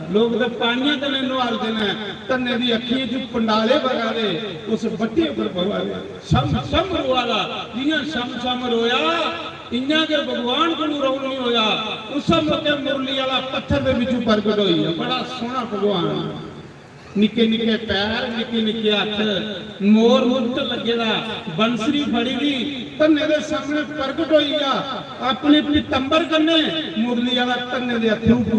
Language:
Dogri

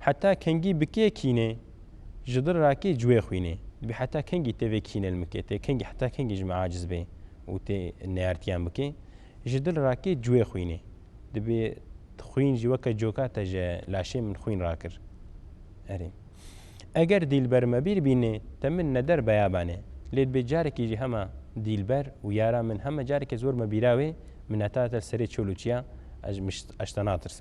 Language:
Kurdish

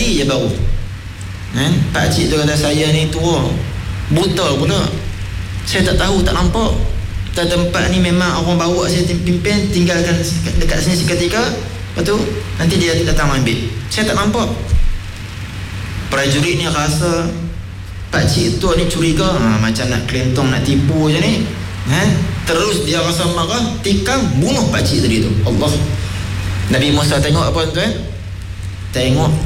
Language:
Malay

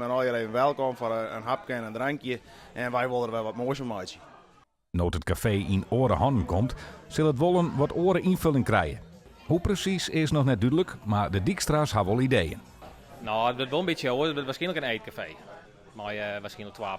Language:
Western Frisian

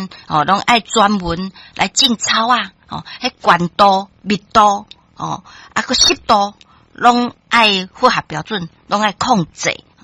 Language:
Min Nan Chinese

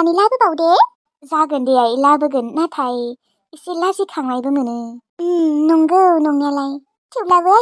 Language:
Bodo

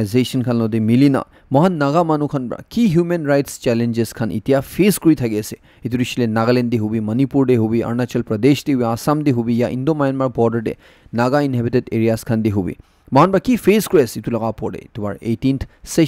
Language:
Naga Pidgin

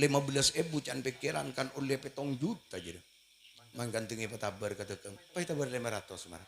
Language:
Madurese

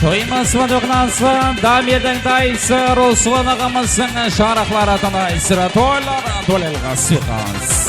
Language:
Kara-Kalpak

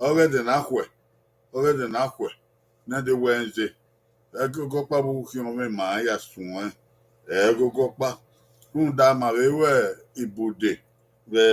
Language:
Bini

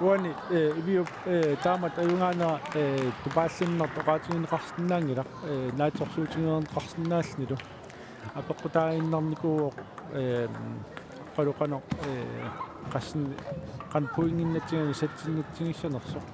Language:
Kalaallisut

